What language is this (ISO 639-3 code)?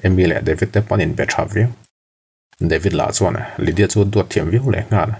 lus